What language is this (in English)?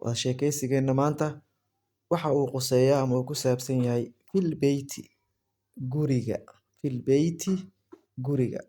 Somali